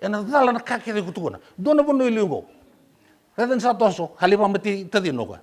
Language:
Fijian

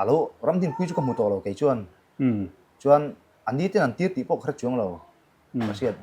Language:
Mizo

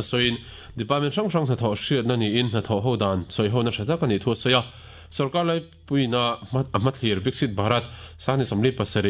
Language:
Mizo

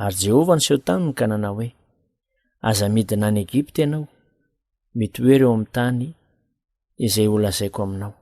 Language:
Malagasy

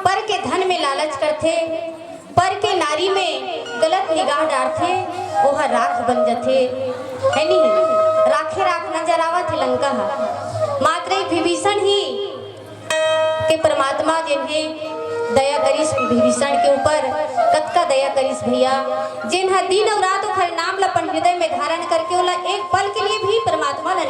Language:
Chhattisgarhi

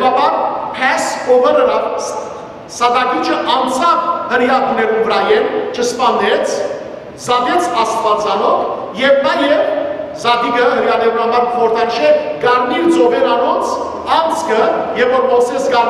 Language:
Western Armenian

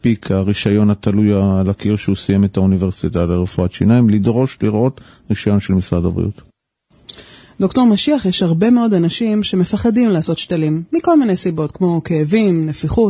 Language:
Hebrew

